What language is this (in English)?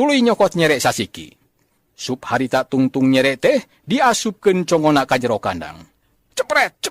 Sundanese